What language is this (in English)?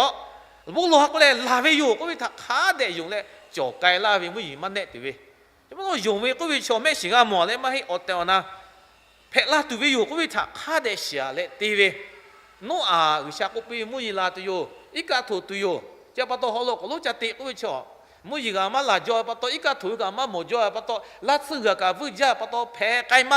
Lahu